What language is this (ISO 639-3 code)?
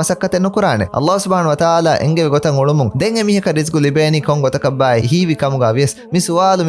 div